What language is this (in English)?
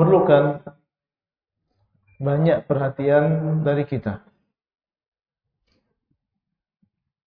Indonesian